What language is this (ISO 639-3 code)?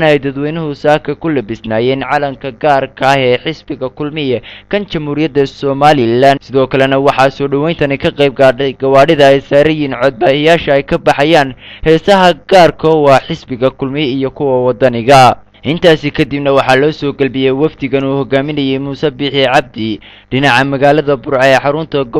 som